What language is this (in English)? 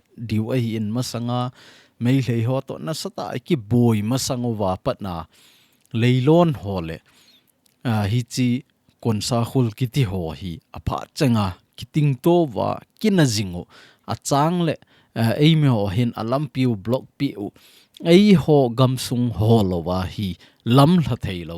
Thado Chin